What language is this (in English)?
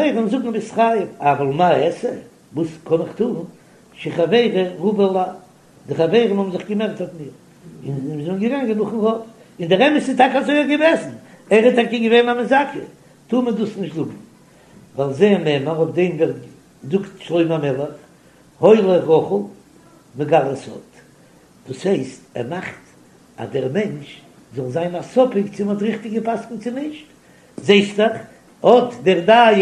Yiddish